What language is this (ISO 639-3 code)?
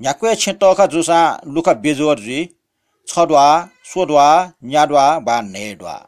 new